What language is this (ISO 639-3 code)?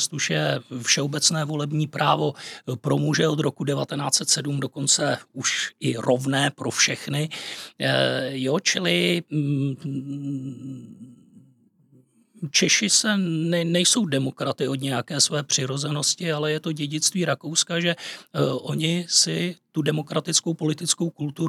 ces